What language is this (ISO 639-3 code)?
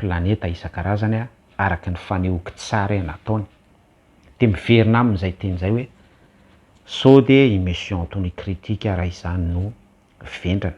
mlg